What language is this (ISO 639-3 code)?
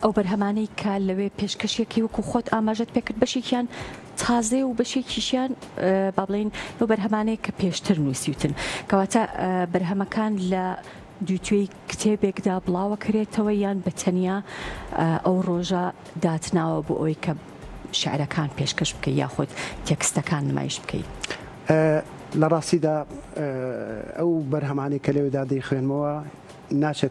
ckb